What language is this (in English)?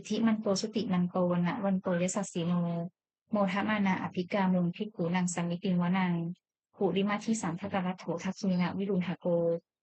Pali